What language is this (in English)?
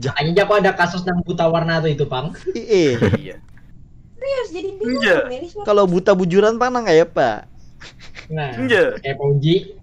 Banjar